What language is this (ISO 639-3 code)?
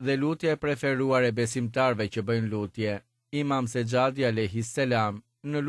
sqi